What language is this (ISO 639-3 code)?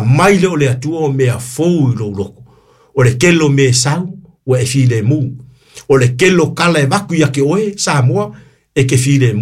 smo